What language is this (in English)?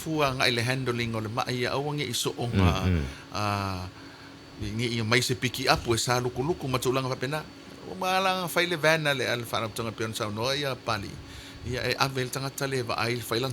Samoan